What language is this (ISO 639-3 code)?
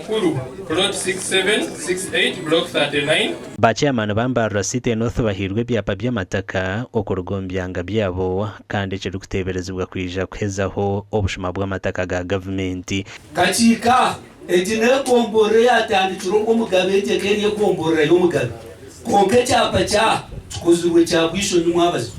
nyn